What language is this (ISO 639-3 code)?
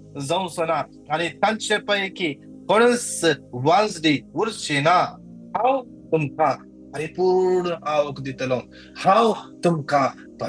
kok